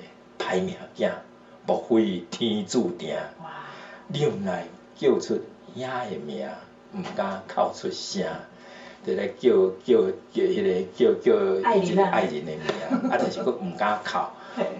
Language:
Min Nan Chinese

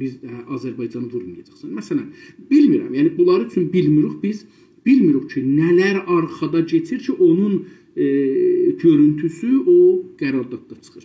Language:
South Azerbaijani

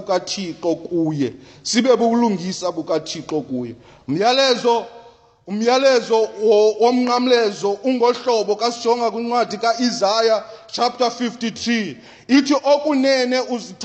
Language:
Xhosa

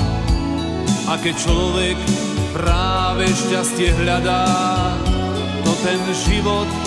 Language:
Slovak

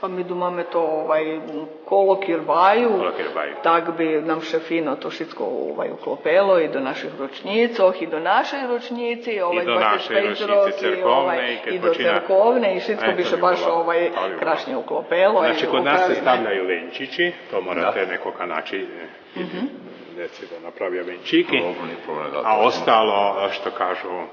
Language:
Rusyn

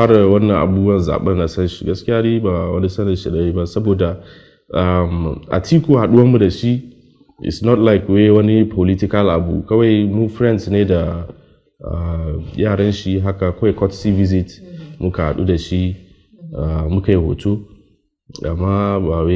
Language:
Hausa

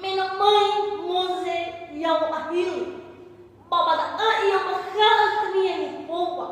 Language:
Nias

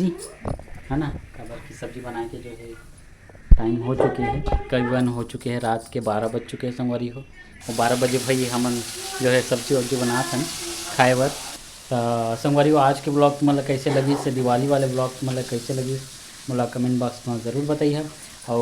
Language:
Chhattisgarhi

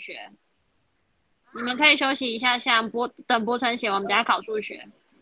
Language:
Chinese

